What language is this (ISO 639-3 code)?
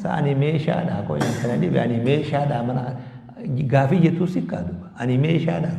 orm